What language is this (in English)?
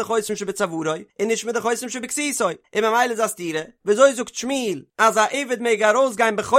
Yiddish